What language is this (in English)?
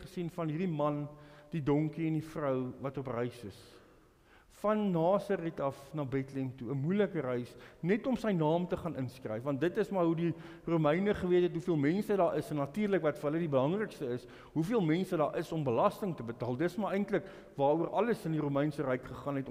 Afrikaans